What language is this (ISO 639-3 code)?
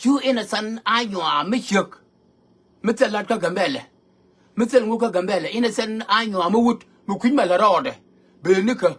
nus